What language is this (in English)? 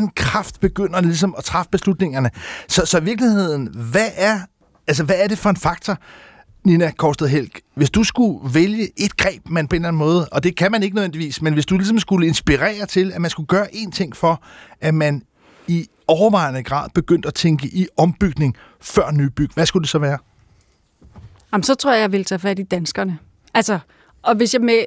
Danish